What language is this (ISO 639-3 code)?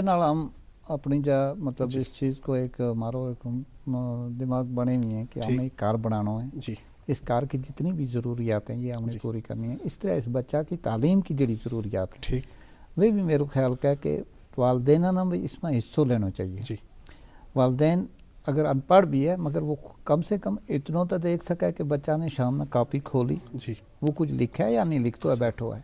gju